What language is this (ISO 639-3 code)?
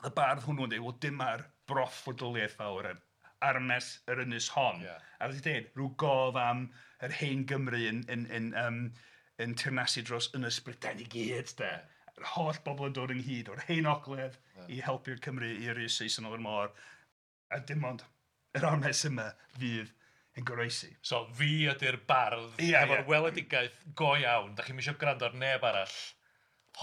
cym